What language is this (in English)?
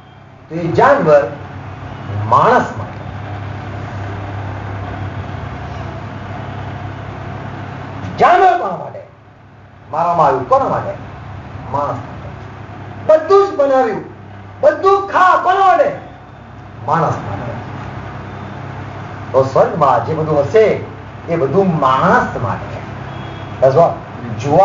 Gujarati